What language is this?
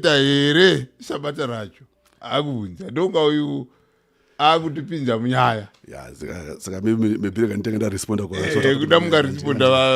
Shona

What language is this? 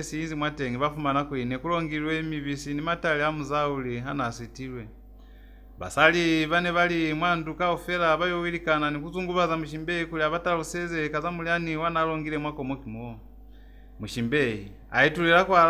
Lozi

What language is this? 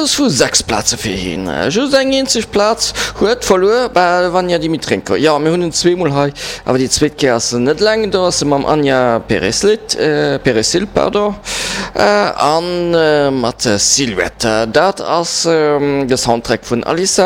Luxembourgish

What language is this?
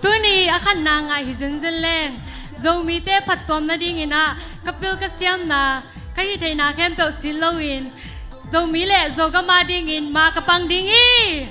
Tedim Chin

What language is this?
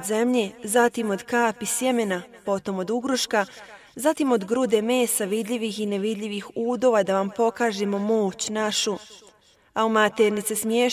Bosnian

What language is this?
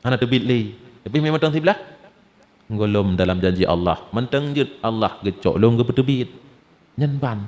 Achinese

